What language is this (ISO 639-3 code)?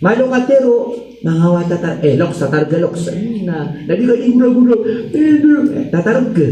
mrw